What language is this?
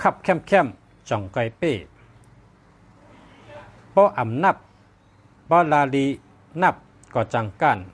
Shan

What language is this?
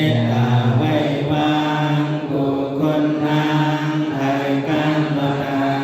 Shan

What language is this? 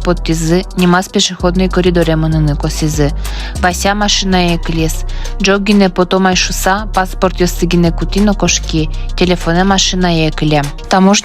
Udmurt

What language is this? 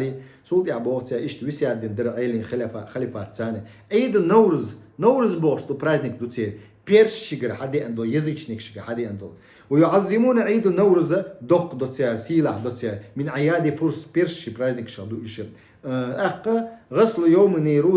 Chechen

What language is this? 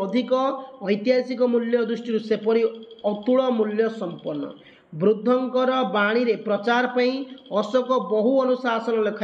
Odia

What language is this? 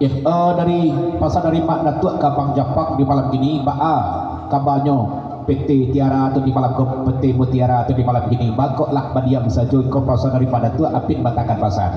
Minangkabau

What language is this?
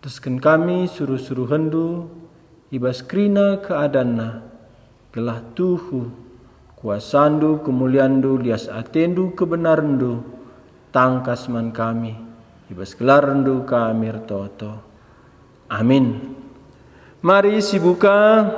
Batak Karo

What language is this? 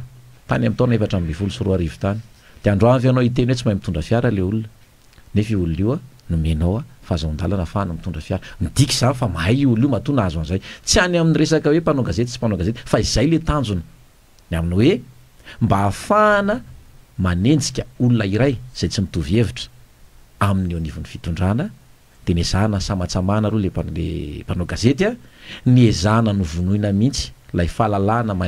Malagasy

